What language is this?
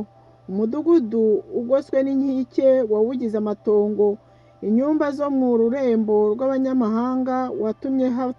Kinyarwanda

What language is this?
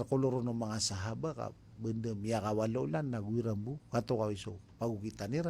Maranao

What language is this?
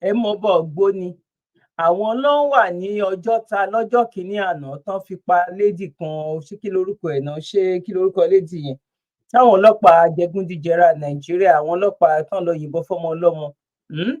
Yoruba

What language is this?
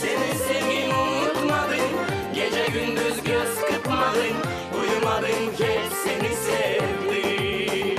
Gagauz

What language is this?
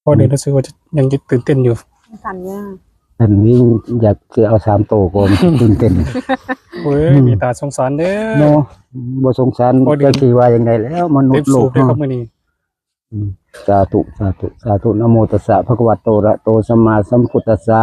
Northeastern Thai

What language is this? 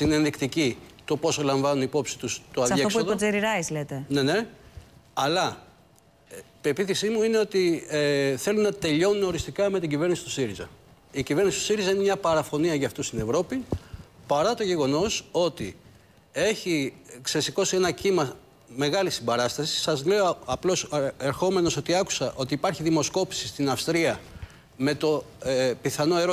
Greek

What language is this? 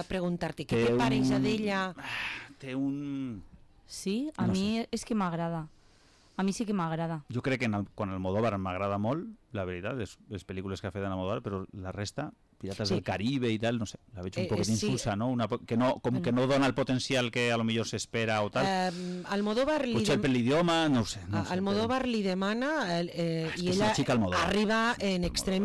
Catalan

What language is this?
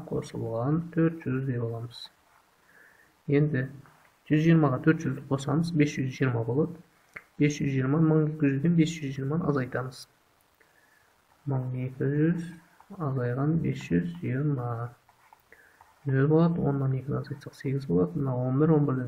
Kazakh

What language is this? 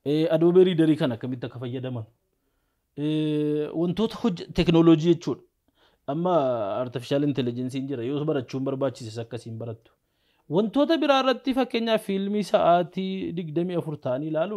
Oromo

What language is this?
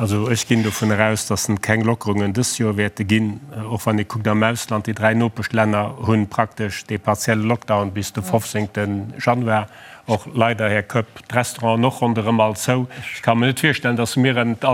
Luxembourgish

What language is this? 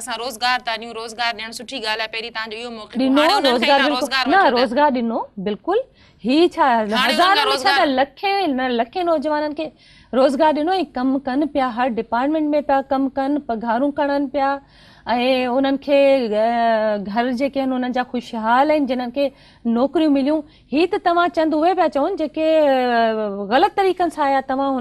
Sindhi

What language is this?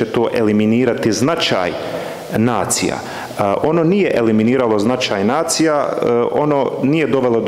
Bosnian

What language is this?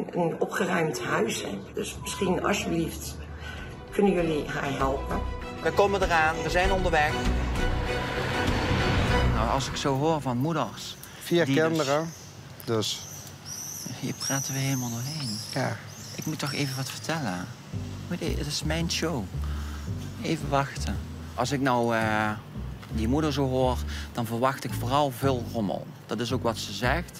Dutch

